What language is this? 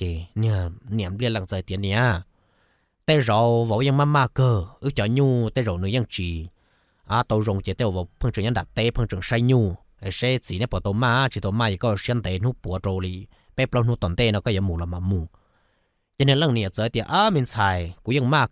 Hmong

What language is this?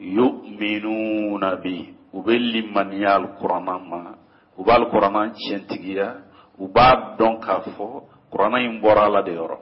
Bambara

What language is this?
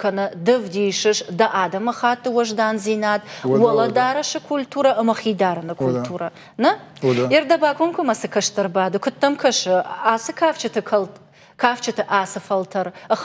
Ossetic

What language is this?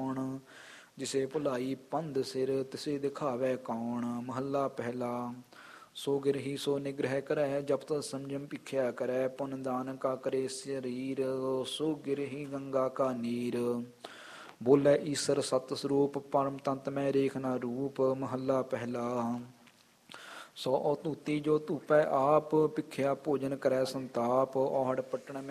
Punjabi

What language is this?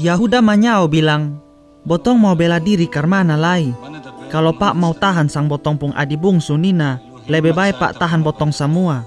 Kupang Malay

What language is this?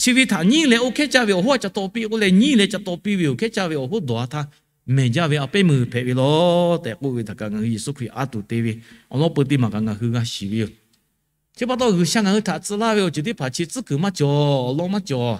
Lahu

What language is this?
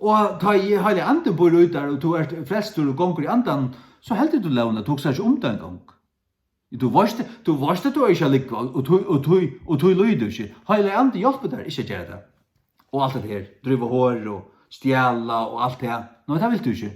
Faroese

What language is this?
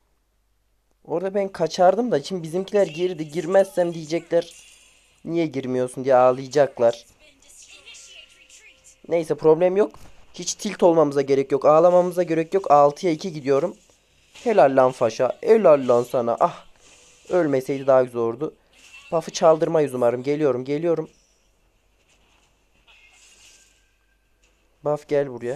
Turkish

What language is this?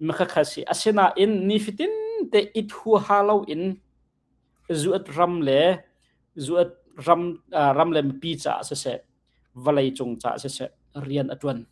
Hakha Chin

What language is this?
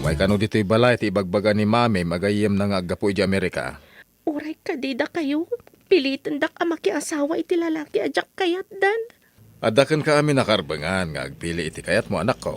Iloko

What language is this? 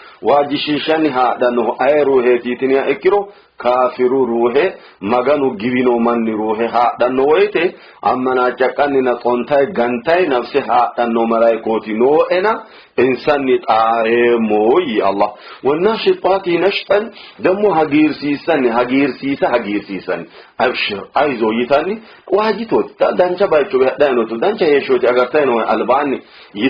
Sidamo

